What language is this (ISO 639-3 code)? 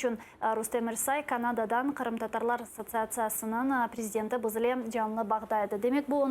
crh